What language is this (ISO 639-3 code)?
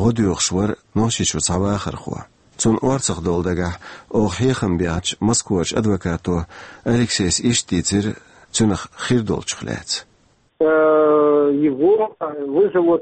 che